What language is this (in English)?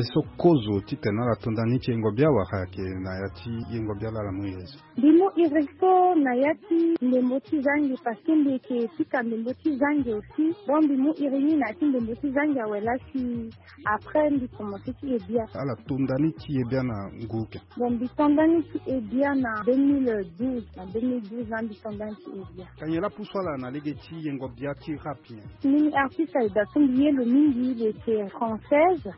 Sango